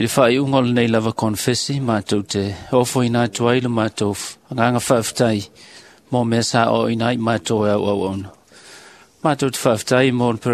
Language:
Samoan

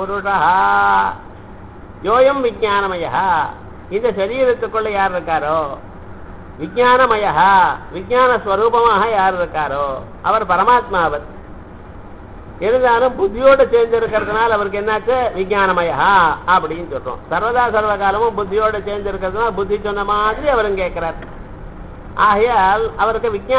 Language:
Tamil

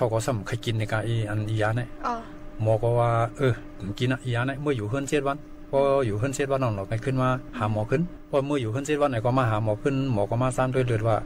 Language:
Shan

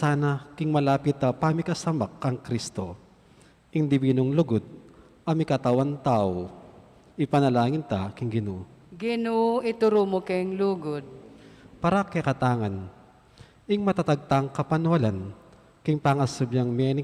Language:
Pampanga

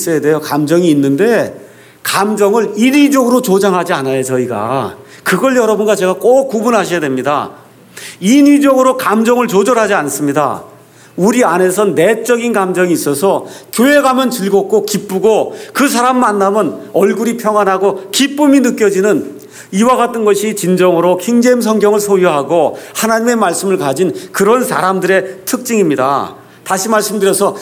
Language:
Korean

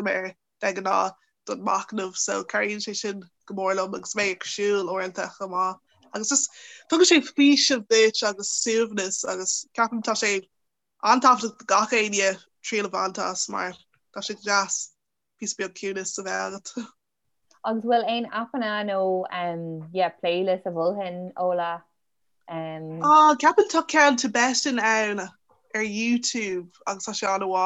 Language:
Irish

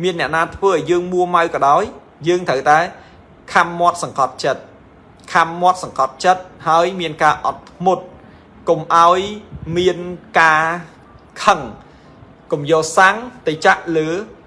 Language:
Khmer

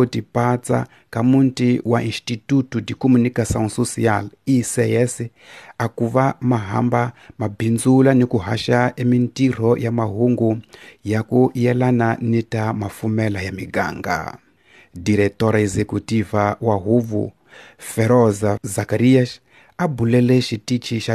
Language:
Tsonga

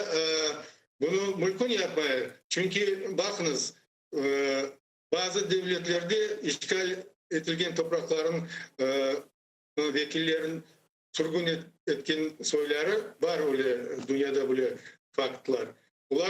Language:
Crimean Tatar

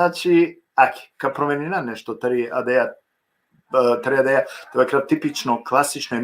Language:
Balkan Romani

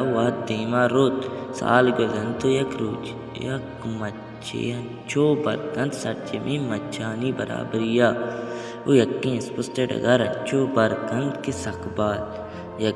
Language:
Baluchi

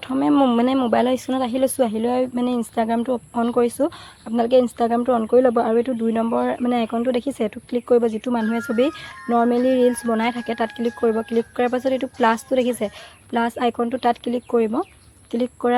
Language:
Assamese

